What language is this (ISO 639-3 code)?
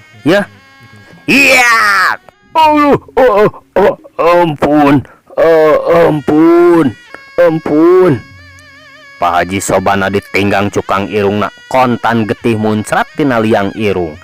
sun